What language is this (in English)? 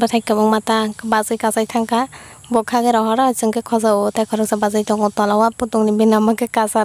Kok Borok